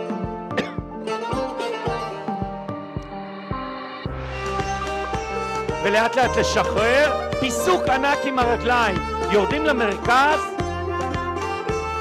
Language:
Hebrew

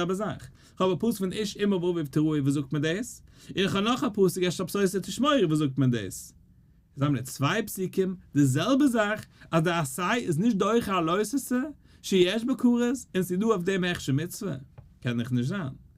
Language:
Yiddish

